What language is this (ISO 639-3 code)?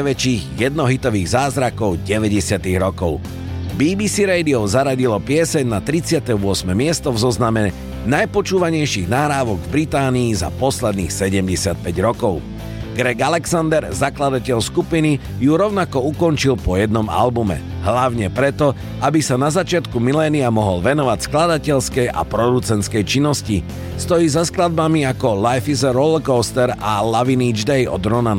slk